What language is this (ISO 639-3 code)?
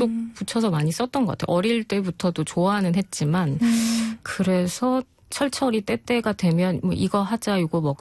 kor